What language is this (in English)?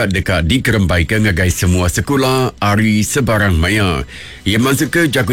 Iban